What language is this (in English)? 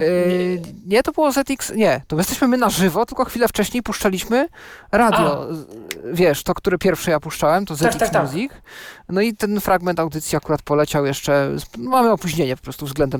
Polish